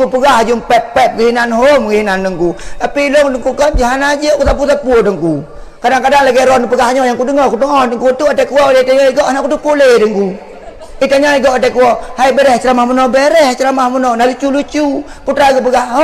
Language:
Achinese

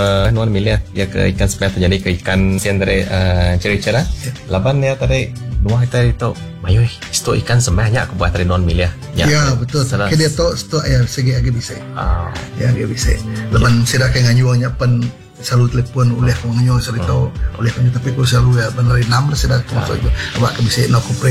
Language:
Iban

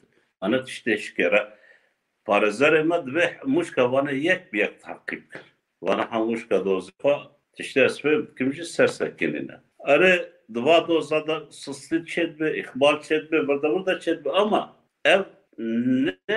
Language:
Kurdish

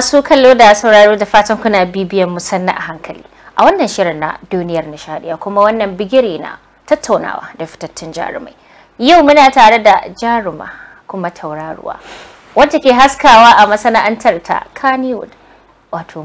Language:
Hausa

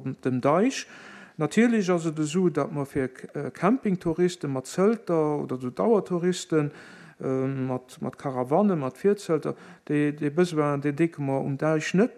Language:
Luxembourgish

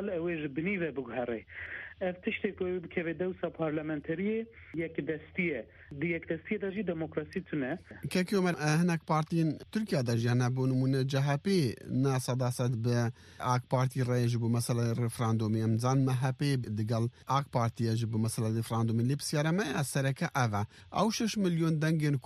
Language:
Kurdish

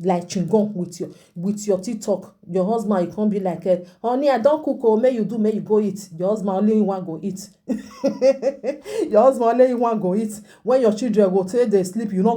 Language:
Nigerian Pidgin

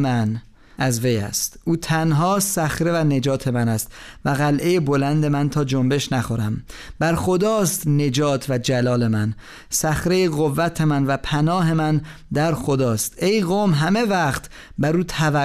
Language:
Persian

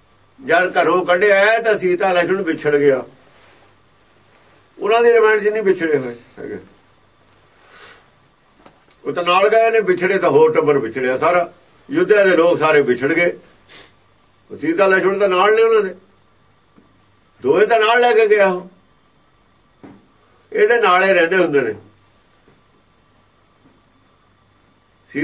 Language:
Punjabi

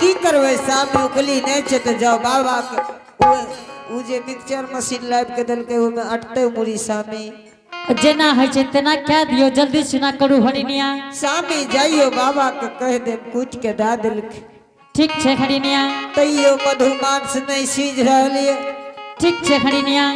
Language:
Angika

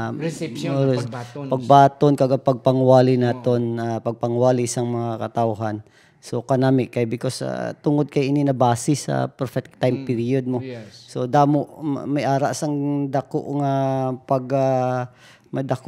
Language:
Hiligaynon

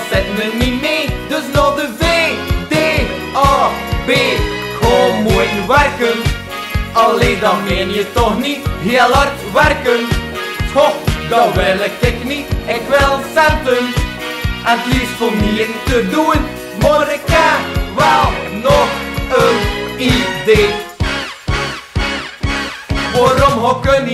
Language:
Dutch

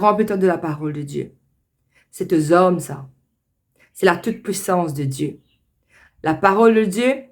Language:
Morisyen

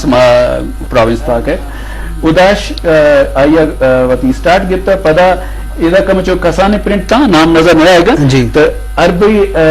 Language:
Eastern Balochi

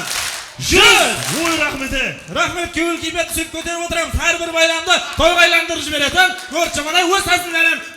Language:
Kara-Kalpak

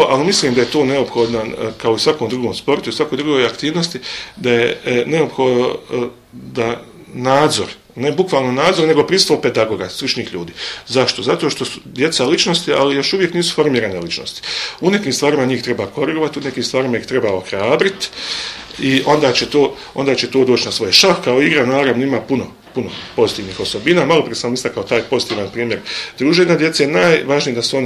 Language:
Bosnian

